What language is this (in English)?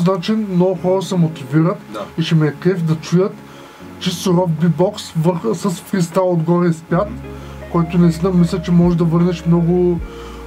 Bulgarian